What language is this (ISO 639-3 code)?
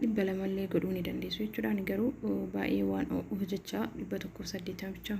orm